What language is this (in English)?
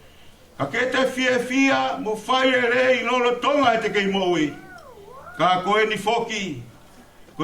Tongan